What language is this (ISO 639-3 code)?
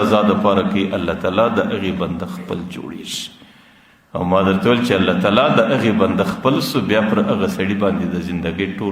pus